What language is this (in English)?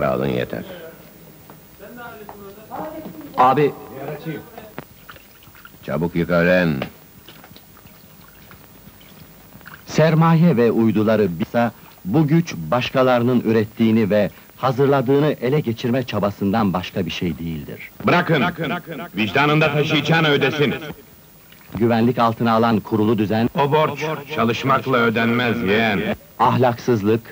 Turkish